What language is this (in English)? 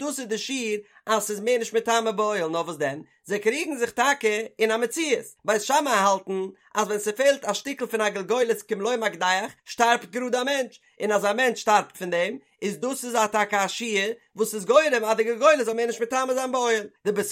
Yiddish